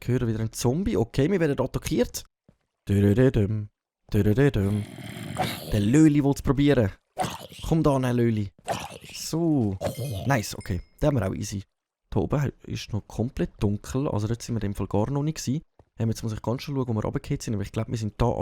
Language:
Swiss German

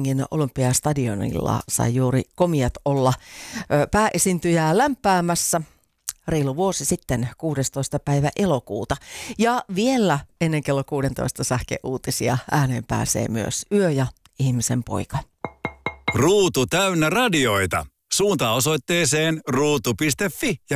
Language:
Finnish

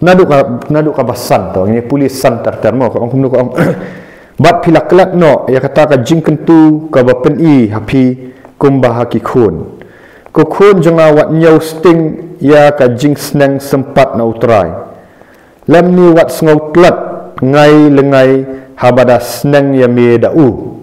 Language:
Khasi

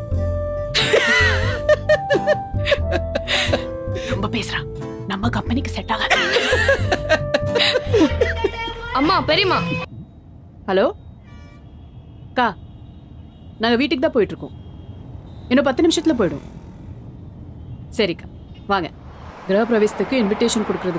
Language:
Tamil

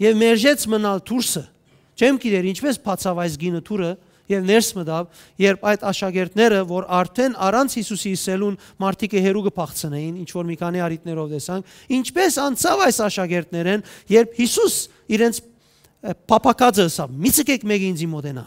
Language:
Western Armenian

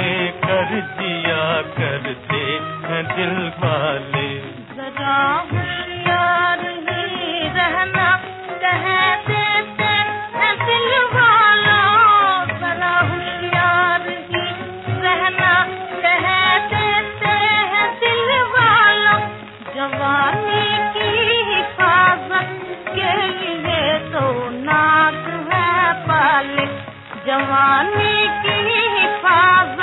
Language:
Hindi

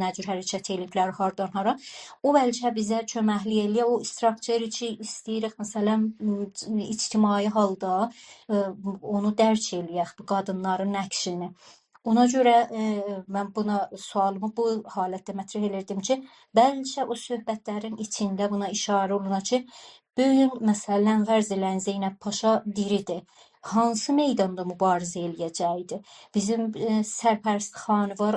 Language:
South Azerbaijani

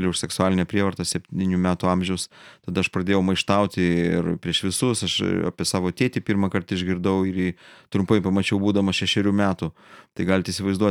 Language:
Lithuanian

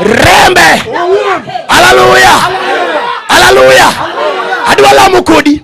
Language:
Luo (Kenya and Tanzania)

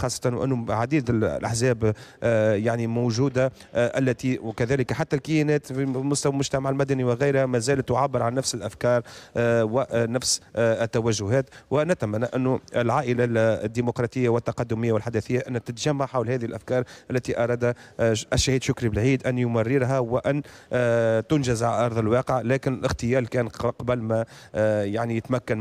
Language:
Tunisian Arabic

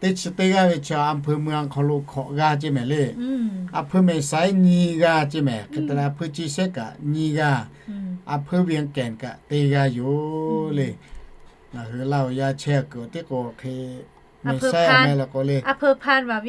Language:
Lahu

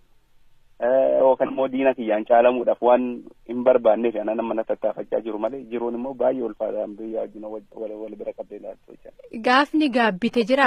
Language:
Oromo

